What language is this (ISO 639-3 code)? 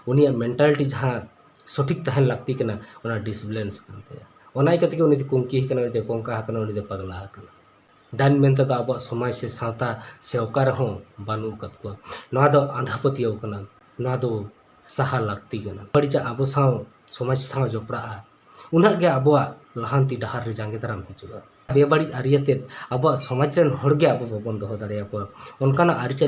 sat